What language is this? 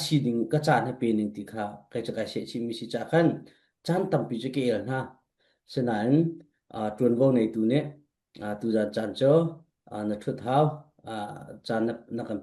Falam Chin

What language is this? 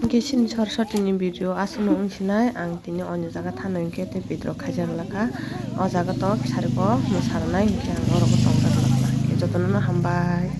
Kok Borok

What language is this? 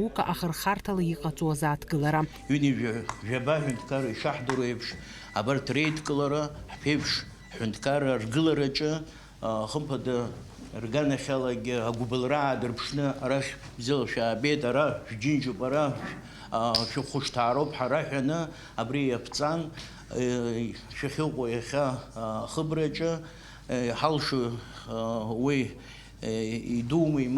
Abkhazian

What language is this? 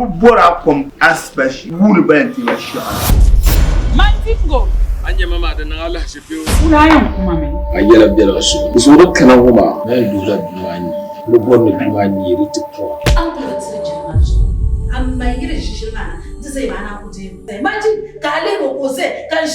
Dagbani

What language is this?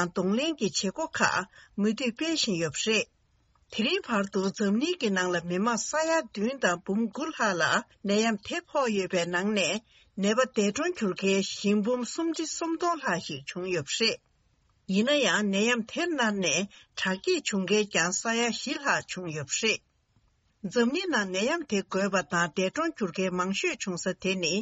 Tibetan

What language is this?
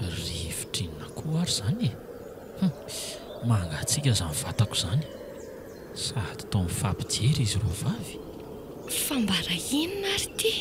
Malagasy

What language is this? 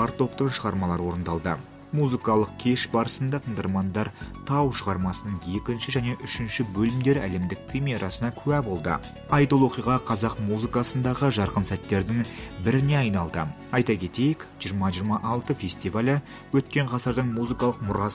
Kazakh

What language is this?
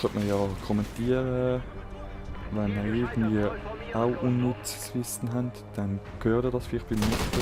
Swiss German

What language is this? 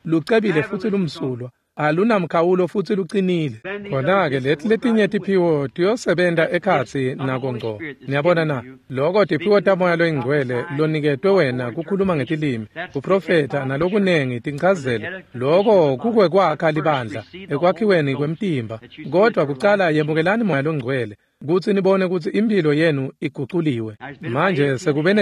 Swati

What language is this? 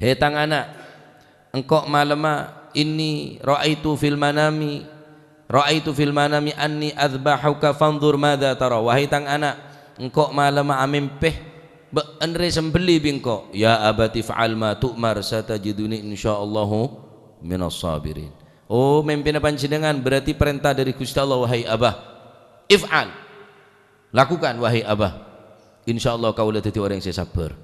Madurese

